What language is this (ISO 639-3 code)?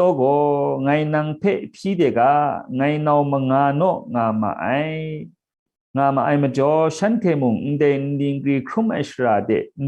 kac